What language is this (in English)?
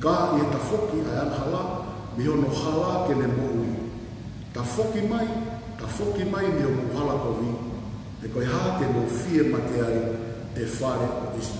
Tongan